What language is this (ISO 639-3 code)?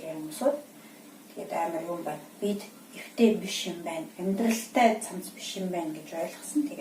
mon